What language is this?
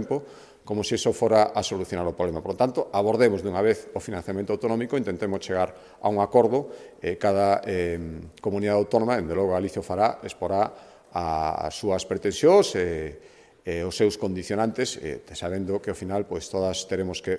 Galician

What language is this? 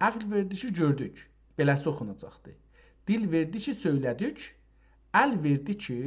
South Azerbaijani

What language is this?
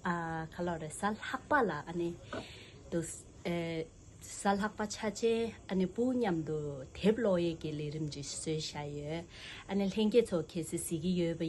Tibetan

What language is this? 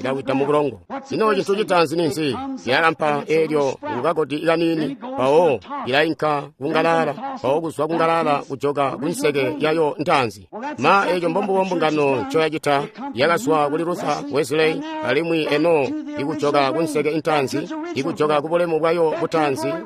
Tonga (Zambia)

